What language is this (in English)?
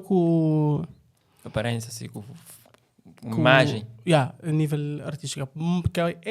Kabuverdianu